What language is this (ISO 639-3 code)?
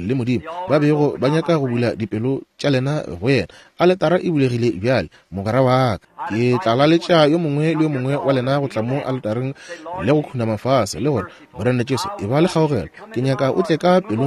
nso